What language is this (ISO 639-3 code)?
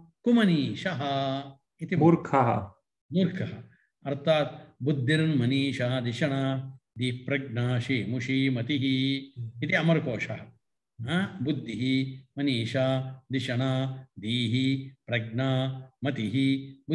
san